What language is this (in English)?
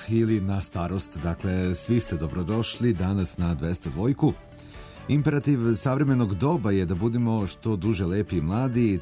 Serbian